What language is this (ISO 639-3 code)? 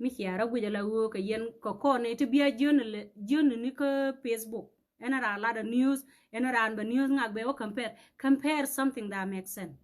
nus